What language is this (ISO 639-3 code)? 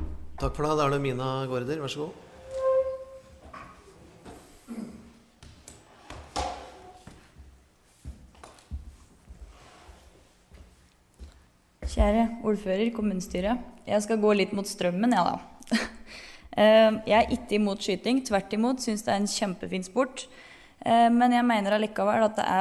nor